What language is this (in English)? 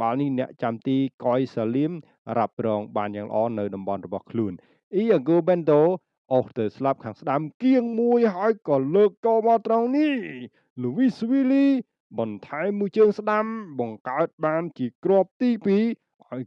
Khmer